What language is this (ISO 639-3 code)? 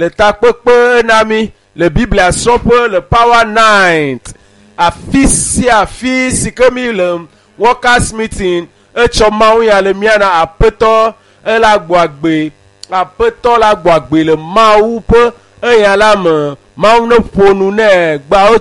ewe